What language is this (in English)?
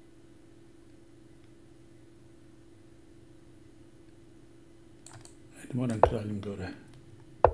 Croatian